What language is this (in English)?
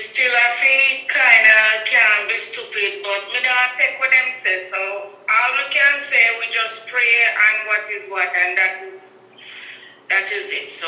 Jamaican Creole English